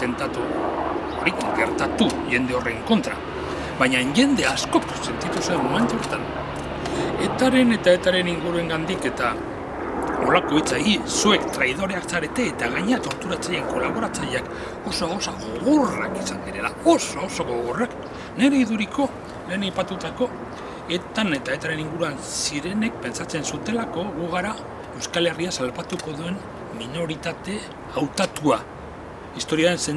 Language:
Basque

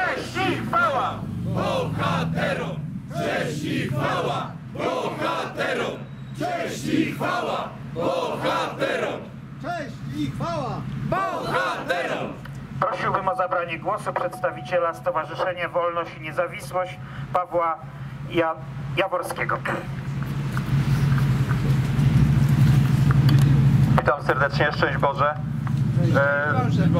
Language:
Polish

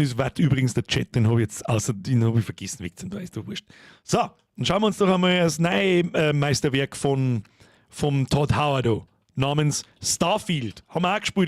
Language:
Bavarian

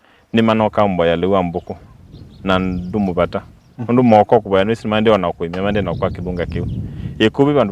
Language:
Kamba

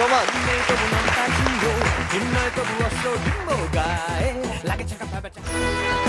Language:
Bangla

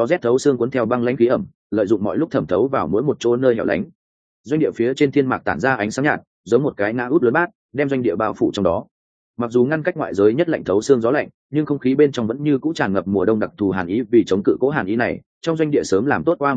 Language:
Vietnamese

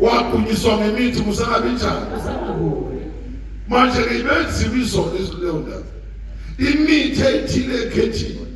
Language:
Zulu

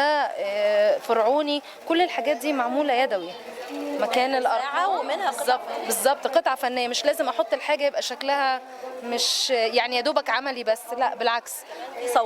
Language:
Egyptian Arabic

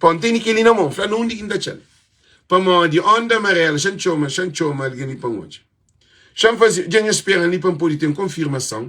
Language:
Kabuverdianu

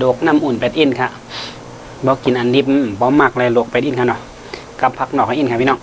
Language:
Shan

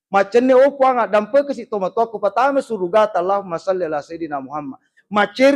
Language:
Buginese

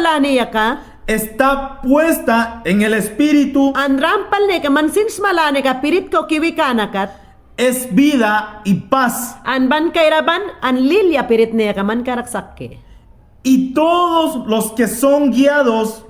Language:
Mayangna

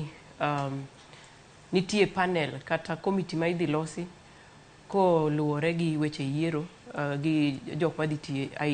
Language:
Luo (Kenya and Tanzania)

